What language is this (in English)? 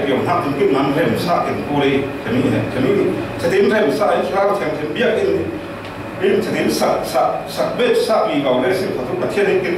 Falam Chin